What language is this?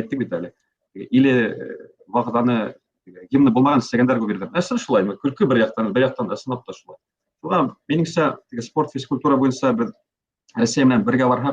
Bashkir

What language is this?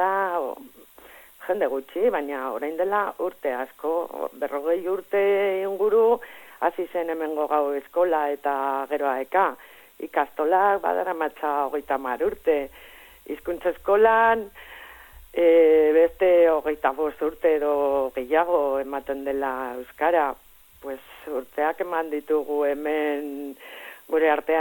Basque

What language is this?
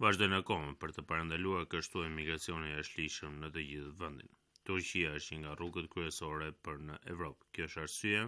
Albanian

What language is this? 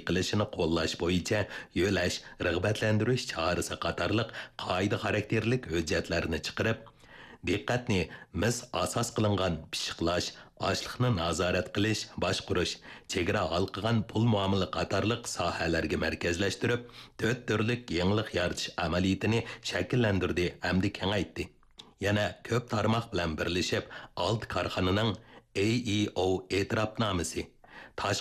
Uyghur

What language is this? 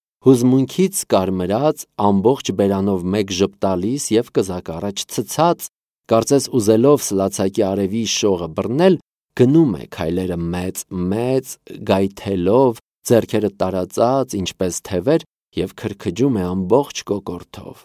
Armenian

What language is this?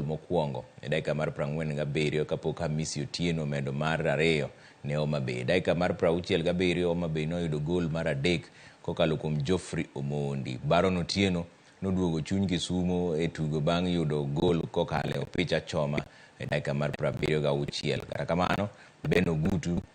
Luo (Kenya and Tanzania)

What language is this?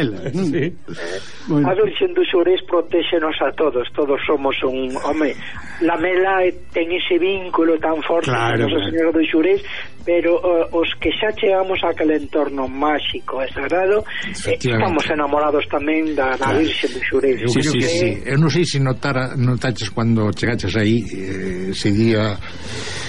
Galician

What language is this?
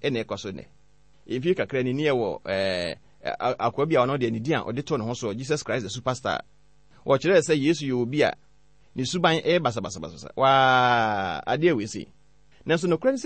Akan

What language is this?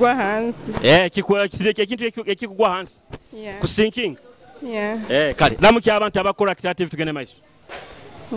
Nyoro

